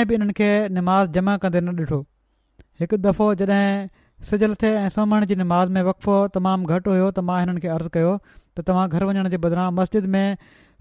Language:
Sindhi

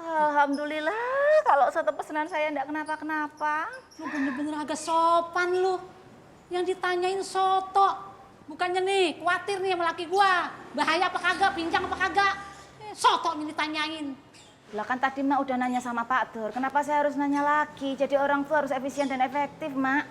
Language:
Betawi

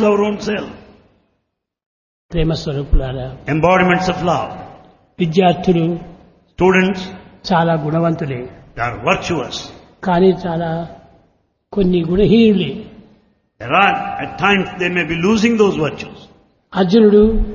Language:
Telugu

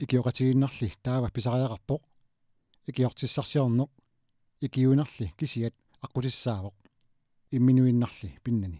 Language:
Kalaallisut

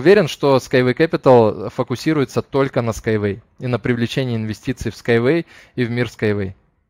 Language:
Russian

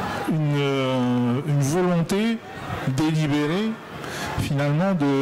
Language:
French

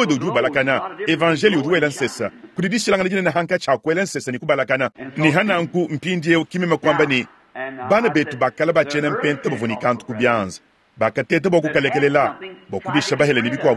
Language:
Luba-Lulua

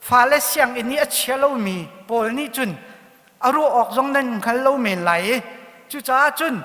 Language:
Hakha Chin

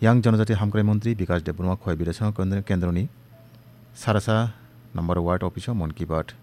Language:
Kok Borok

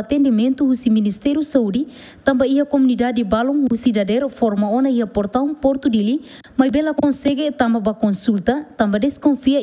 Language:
Tetum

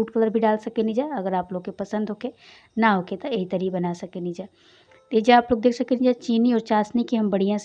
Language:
Bhojpuri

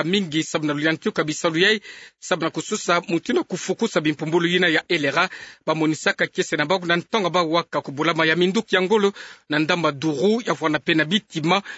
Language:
Kituba (Democratic Republic of Congo)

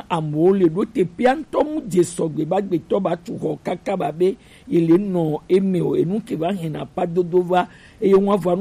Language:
Gen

